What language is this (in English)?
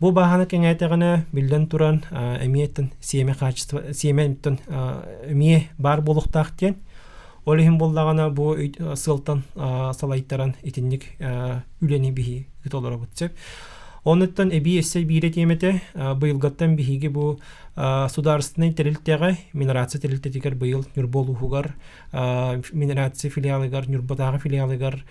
Yakut